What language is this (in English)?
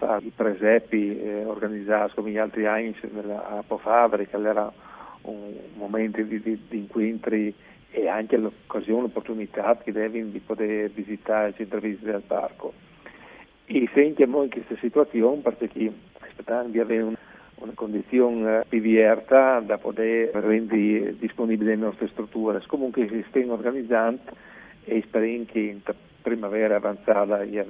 Friulian